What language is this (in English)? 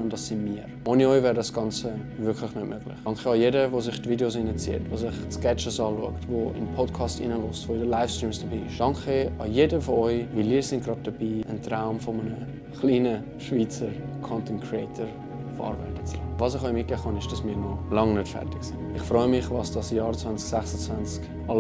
Swiss German